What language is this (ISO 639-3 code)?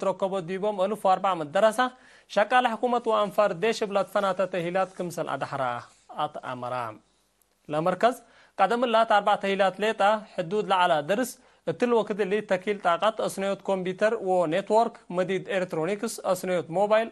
tig